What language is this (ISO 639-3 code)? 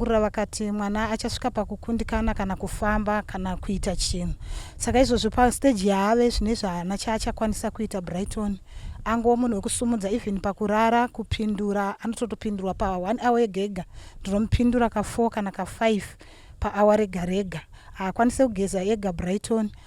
sna